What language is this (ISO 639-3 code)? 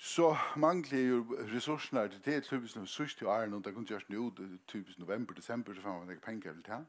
fao